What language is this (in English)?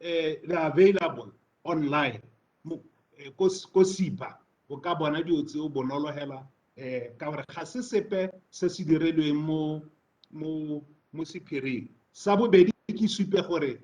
Tswana